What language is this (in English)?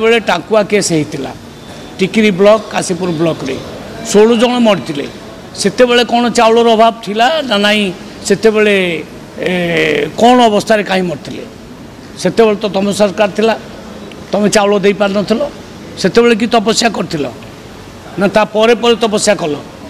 Odia